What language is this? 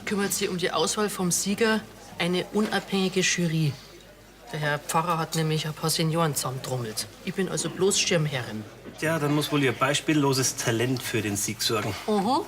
Bavarian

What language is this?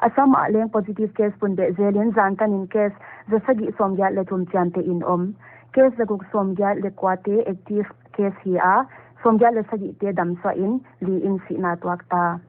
Paite Chin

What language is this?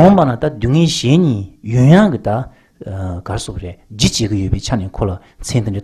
Tibetan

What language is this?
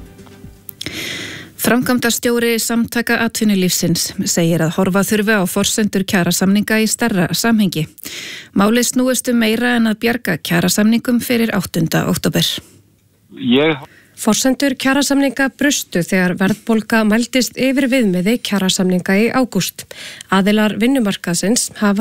Icelandic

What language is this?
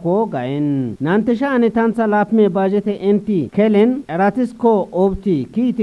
Kafa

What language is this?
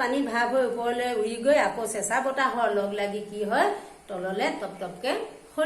Assamese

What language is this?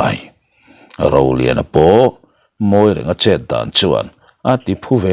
Mizo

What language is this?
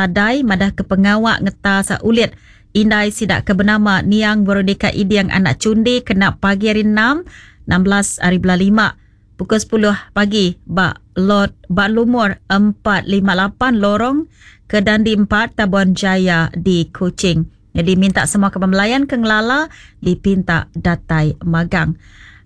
Iban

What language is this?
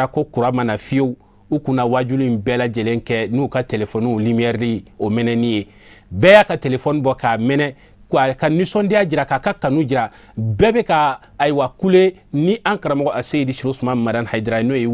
Bambara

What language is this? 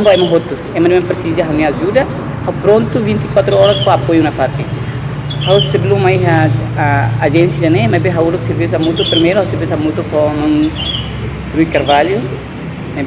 Tetum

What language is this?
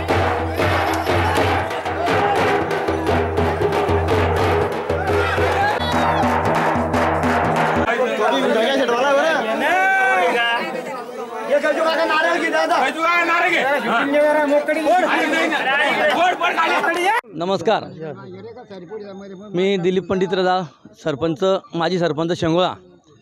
Marathi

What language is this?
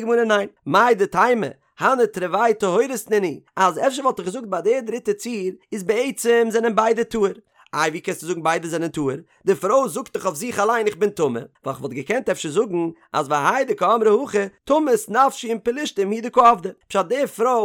Yiddish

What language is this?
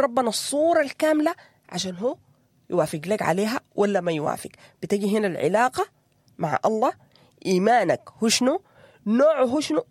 Sudanese Arabic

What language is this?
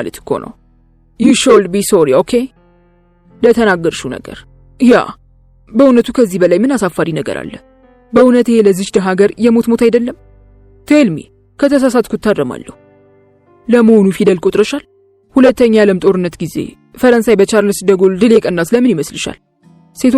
Amharic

